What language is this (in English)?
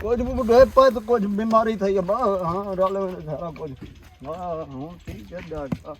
Saraiki